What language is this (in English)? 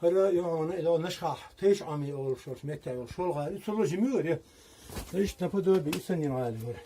Chechen